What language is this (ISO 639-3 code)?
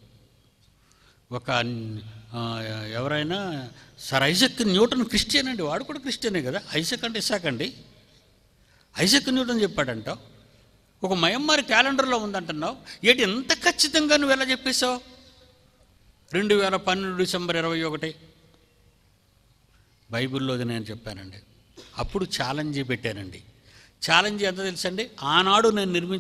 tel